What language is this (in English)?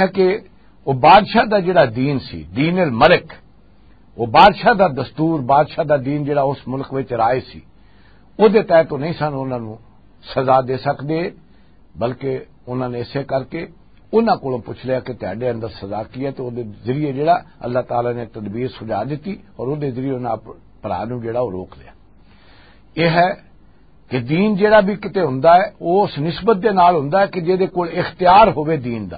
Western Panjabi